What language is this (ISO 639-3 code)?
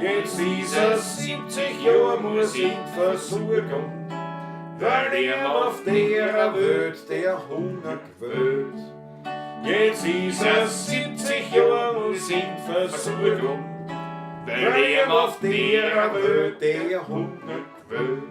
bar